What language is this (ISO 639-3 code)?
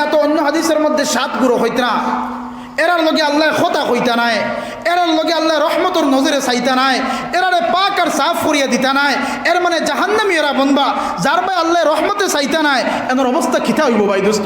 syl